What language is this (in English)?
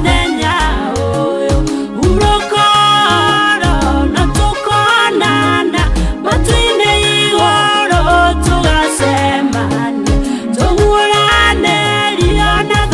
Kikuyu